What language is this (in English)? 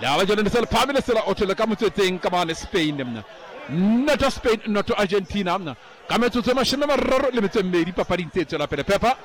Southern Sotho